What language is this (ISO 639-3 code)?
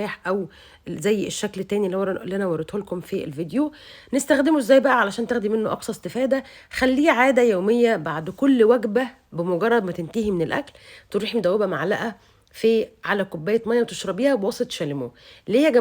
arz